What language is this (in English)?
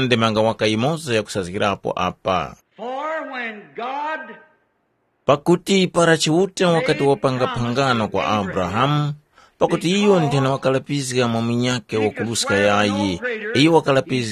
Tumbuka